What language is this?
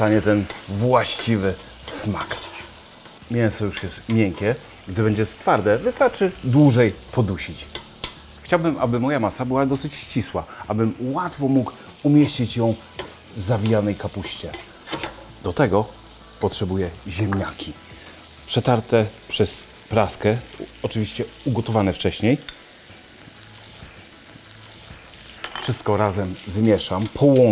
Polish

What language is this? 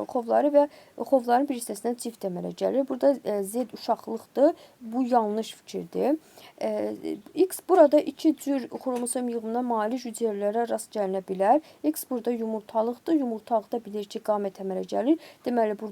Azerbaijani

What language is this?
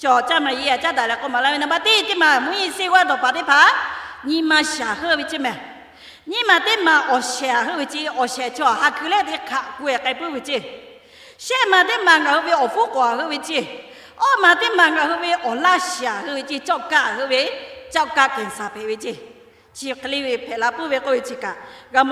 Lahu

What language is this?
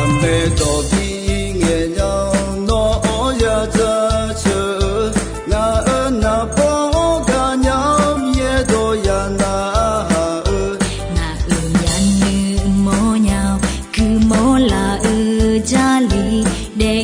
Akha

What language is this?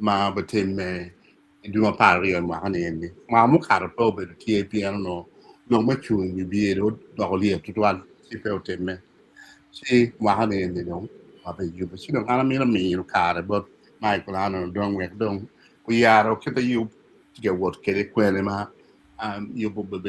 Acoli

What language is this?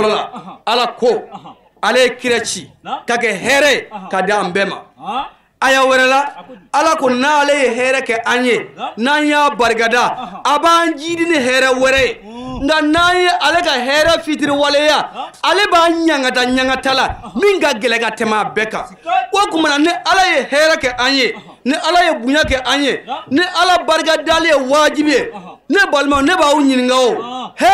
Bambara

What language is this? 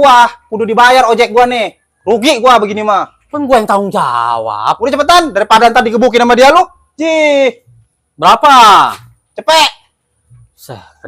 Betawi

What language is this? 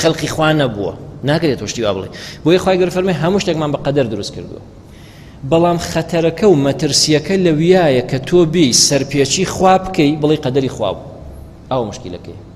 Central Kurdish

